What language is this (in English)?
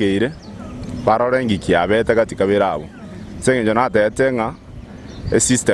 Gusii